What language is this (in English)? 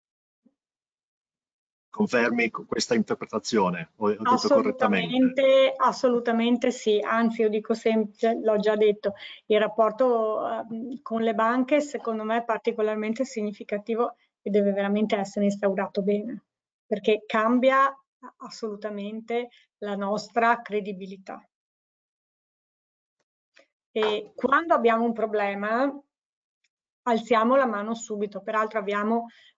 Italian